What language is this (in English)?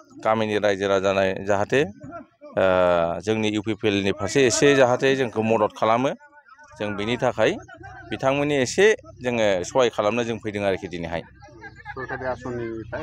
Bodo